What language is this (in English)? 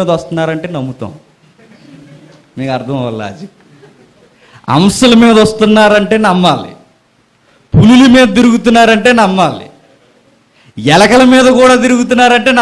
Telugu